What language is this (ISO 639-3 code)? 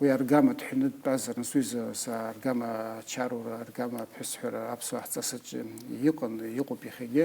abk